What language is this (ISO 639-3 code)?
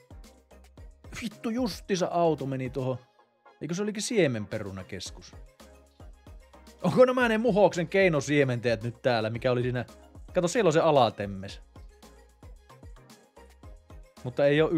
fin